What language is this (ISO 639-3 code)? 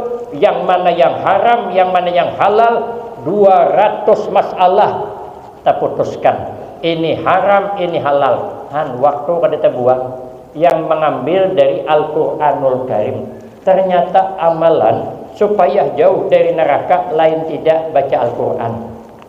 bjn